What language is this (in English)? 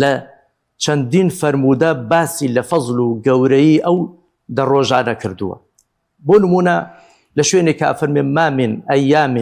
Central Kurdish